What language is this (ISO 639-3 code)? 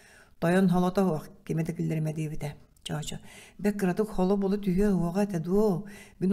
sah